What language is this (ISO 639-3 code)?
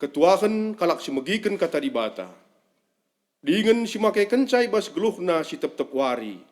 btx